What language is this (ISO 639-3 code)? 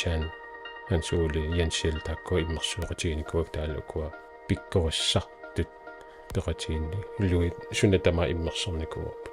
kal